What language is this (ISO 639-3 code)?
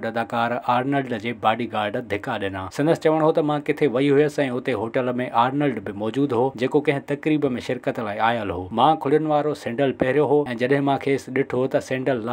snd